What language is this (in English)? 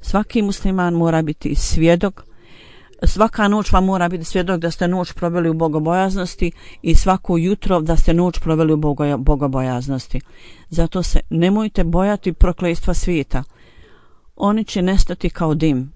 Bosnian